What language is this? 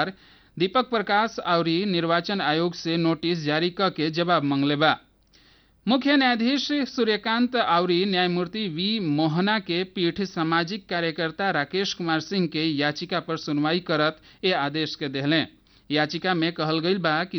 Bhojpuri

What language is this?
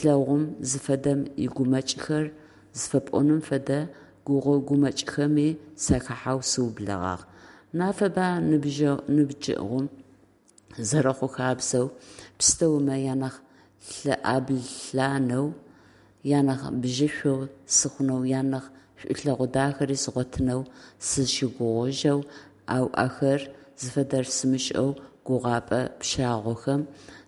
Adyghe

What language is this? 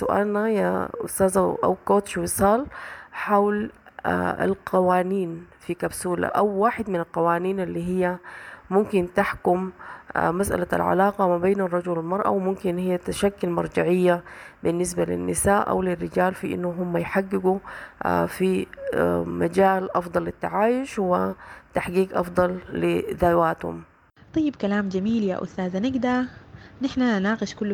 Sudanese Arabic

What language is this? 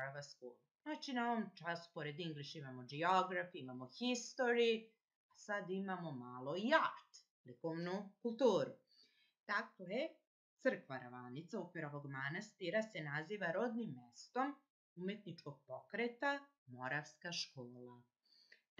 Serbian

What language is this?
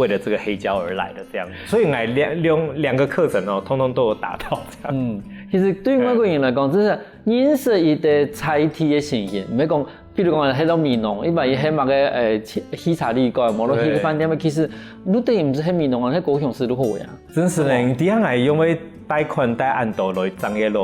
Hakka Chinese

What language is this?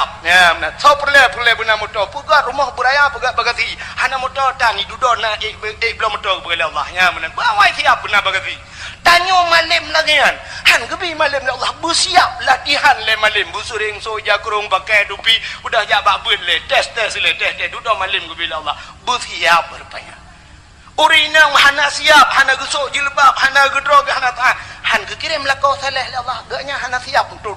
Achinese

